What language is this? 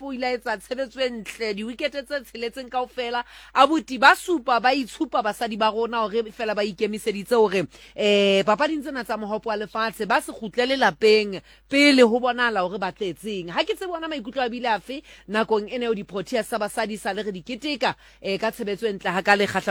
Southern Sotho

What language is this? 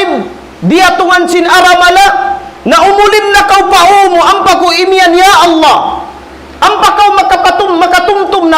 Tausug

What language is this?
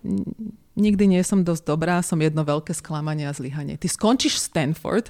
Slovak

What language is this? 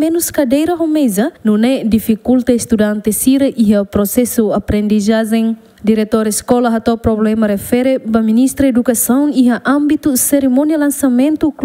Tetum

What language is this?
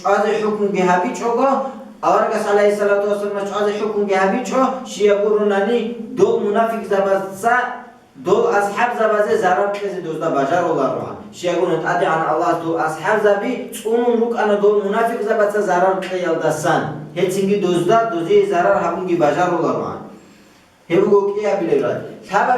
Avaric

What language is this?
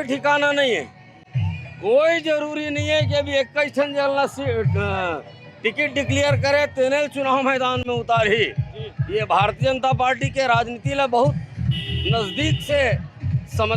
Chhattisgarhi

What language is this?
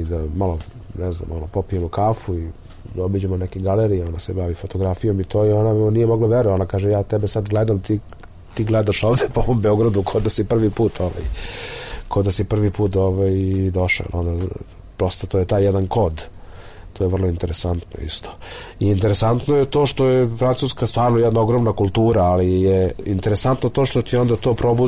Serbian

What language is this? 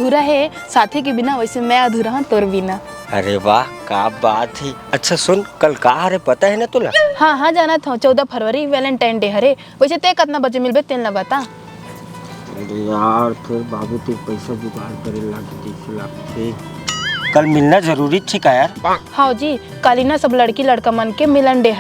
Chhattisgarhi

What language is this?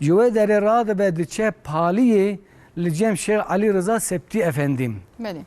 Kurdish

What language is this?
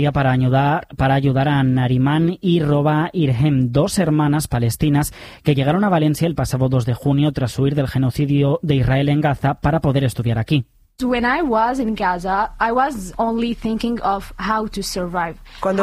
Spanish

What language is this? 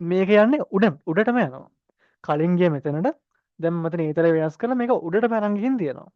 Sinhala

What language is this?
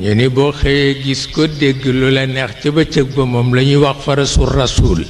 Wolof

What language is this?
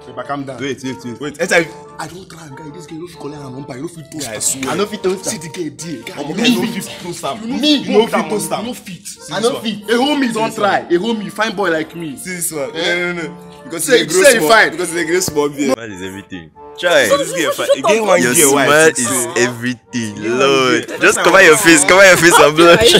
Nigerian Pidgin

